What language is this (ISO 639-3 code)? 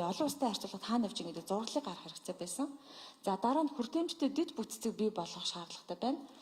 mon